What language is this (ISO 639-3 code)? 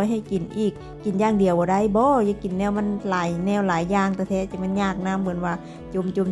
lao